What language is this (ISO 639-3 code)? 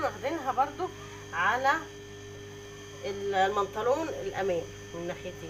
arz